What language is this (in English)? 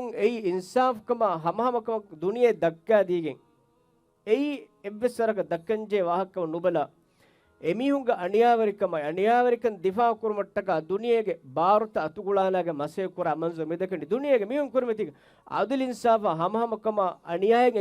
Divehi